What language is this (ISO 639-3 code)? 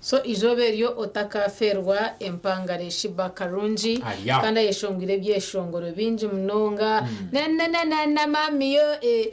nyn